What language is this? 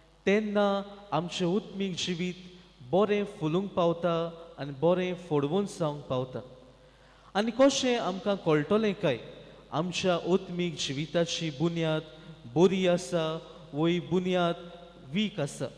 Konkani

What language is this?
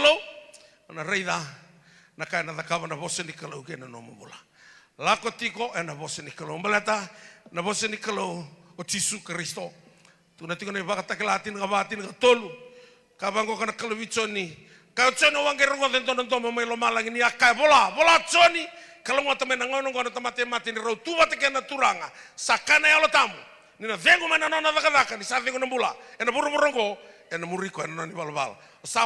Fijian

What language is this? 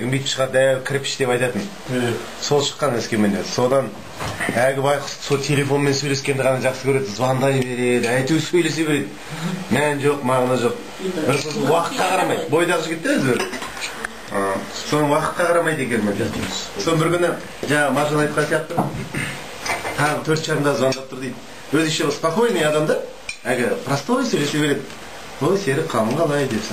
Kazakh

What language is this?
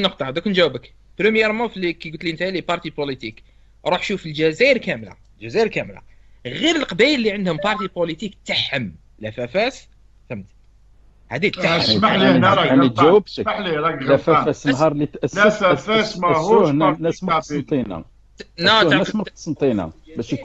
Algerian Arabic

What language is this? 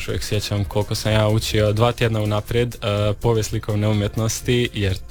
Croatian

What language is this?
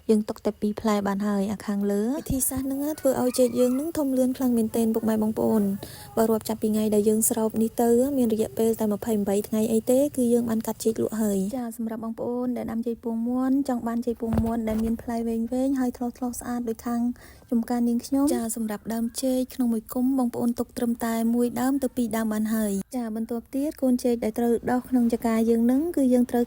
Khmer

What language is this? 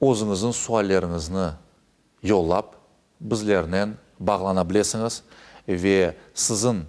Crimean Tatar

